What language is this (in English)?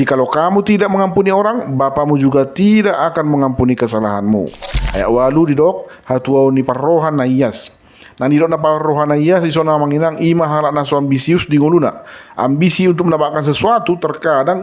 Batak Toba